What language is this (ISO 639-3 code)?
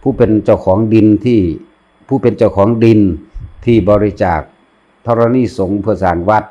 lao